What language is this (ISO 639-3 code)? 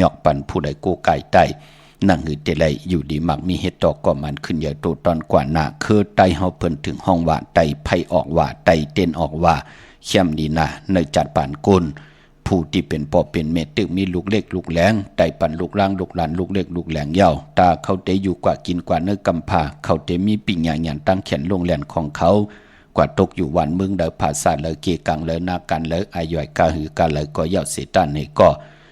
shn